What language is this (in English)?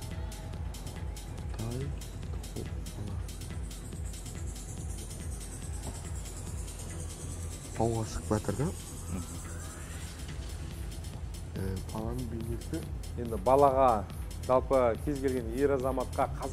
Kazakh